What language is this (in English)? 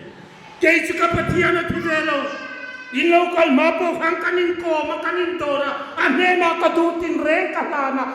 Hmar